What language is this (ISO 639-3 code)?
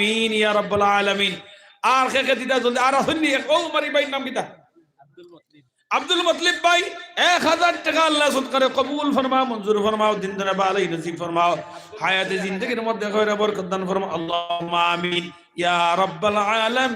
syl